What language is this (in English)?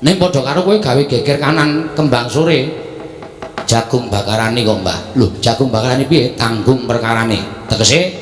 Javanese